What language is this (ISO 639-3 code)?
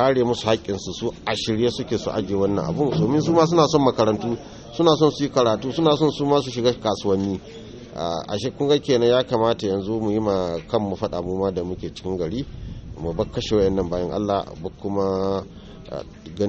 hau